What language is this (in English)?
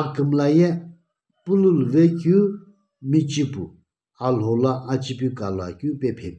Sumi Naga